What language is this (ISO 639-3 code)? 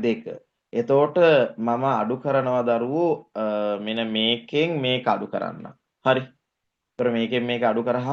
sin